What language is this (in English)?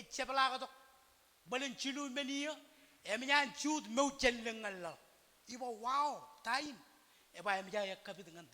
Marshallese